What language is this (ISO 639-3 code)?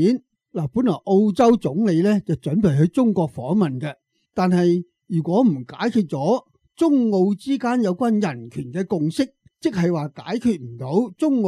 yue